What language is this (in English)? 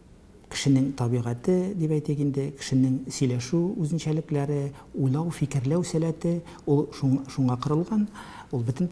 Tatar